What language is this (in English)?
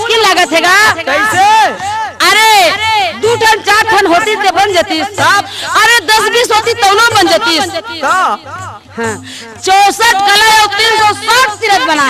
Chhattisgarhi